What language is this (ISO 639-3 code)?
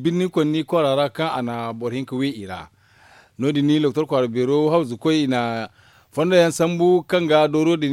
dje